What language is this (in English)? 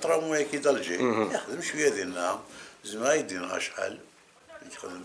Kabyle